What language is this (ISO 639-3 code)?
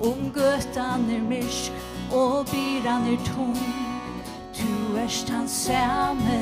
fao